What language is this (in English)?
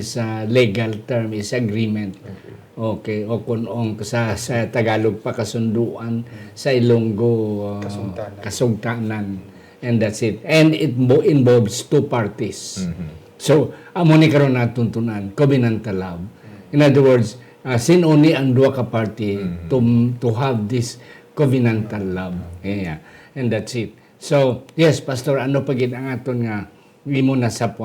Hiligaynon